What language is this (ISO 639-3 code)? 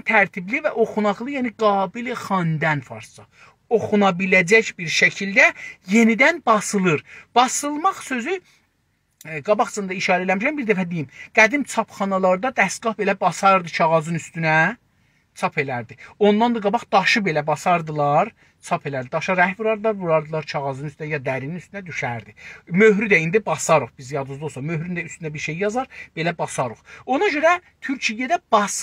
azb